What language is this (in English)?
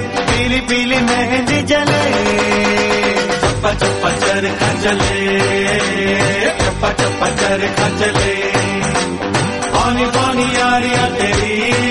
Punjabi